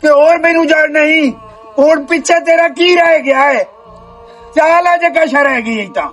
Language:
Western Panjabi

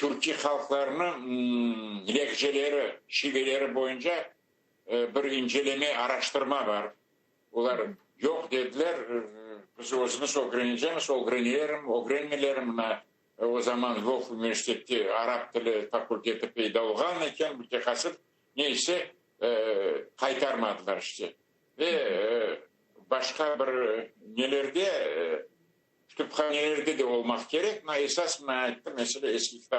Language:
Crimean Tatar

